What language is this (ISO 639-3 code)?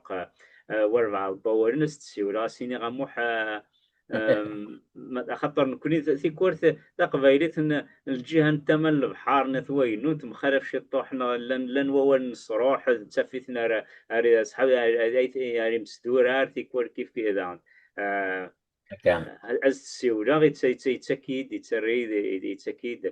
kab